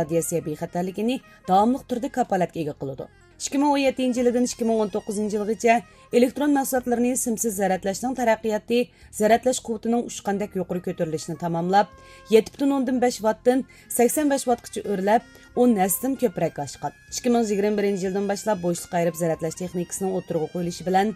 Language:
Uyghur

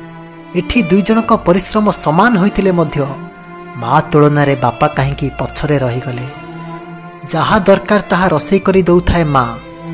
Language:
Odia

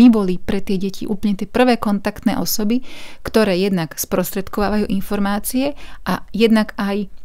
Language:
Slovak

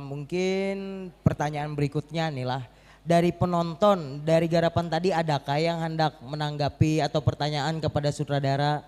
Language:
Banjar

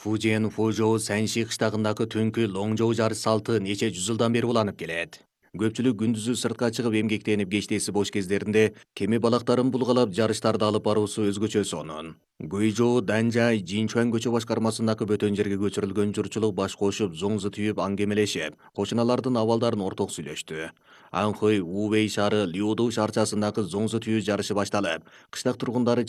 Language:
Kyrgyz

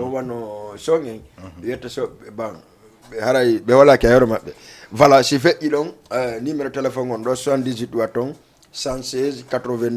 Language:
Fula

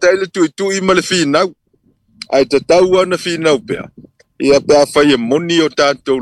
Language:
Samoan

